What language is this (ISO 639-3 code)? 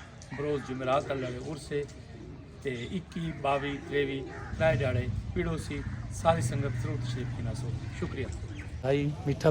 skr